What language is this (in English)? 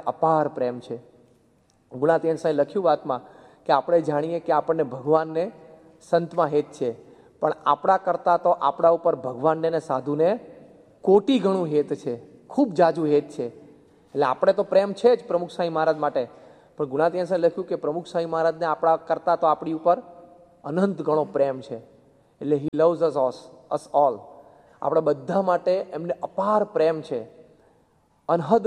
Gujarati